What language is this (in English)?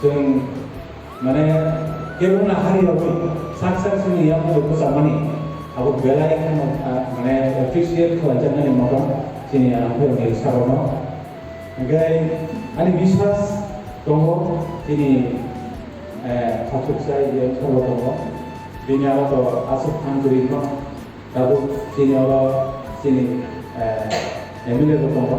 Kok Borok